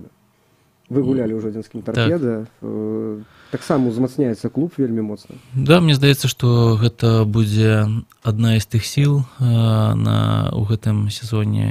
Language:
Belarusian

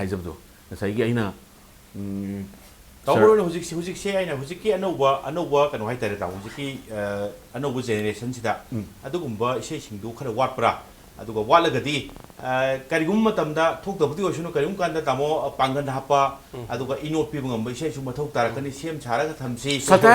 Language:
Manipuri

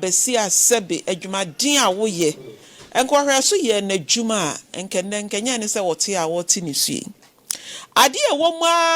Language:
Akan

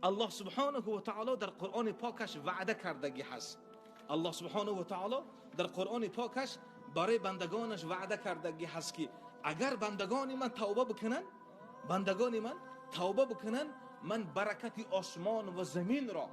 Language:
Tajik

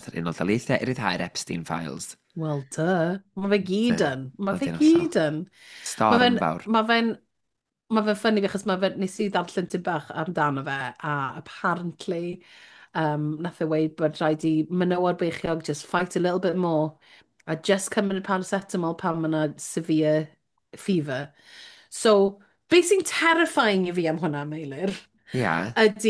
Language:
Welsh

